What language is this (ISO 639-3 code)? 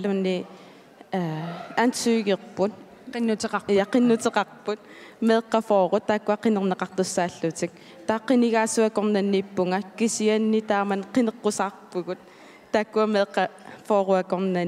kal